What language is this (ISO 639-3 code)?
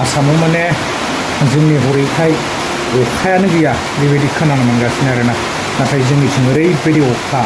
brx